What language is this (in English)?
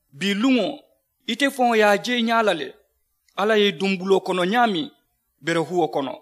Mandingo